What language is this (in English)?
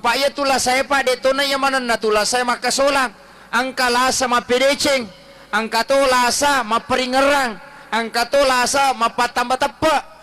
Buginese